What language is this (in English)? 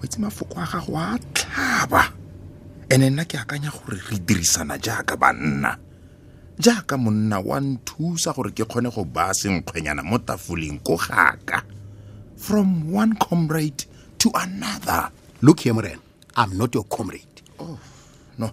Tswana